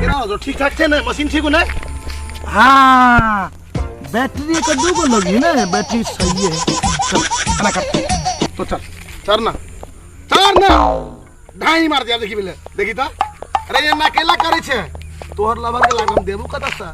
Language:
Maithili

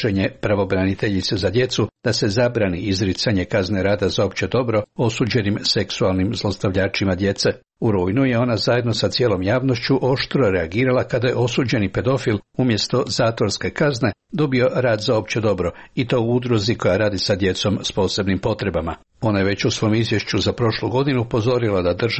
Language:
Croatian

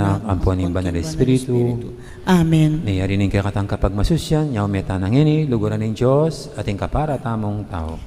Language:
Pampanga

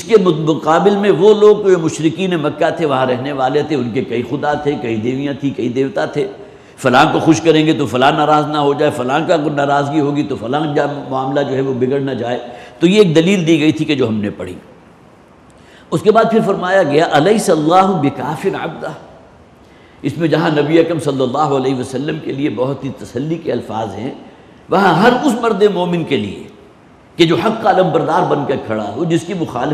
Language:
Urdu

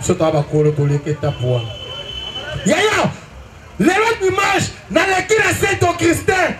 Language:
Lingala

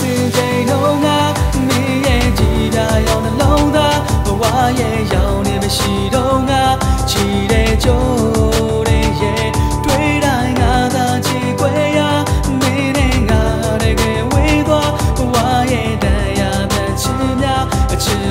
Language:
Burmese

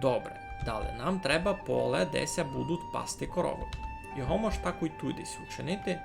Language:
Rusyn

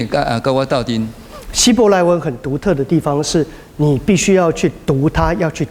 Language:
Min Nan Chinese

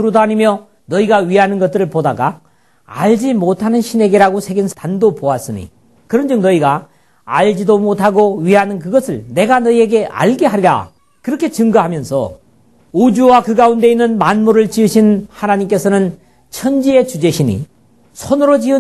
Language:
Korean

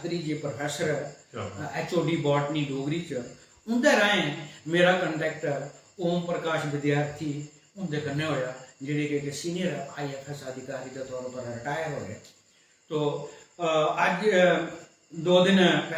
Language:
Dogri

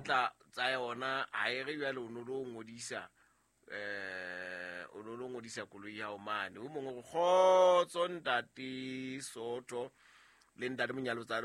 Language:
Southern Sotho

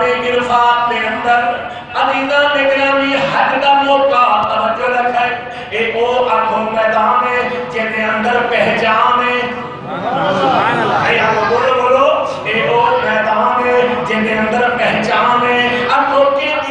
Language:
Saraiki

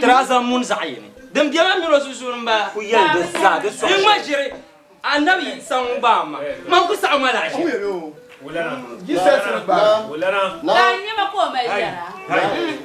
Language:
Dagbani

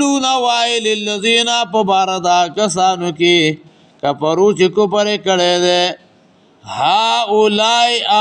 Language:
Pashto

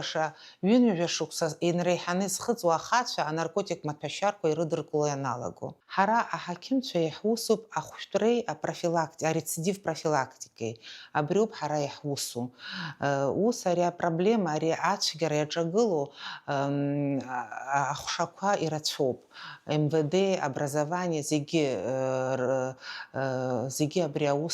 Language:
Abkhazian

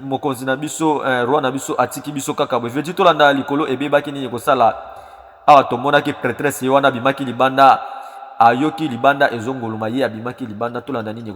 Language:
Lingala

